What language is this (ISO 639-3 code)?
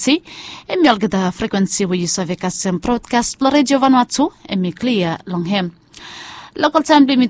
bis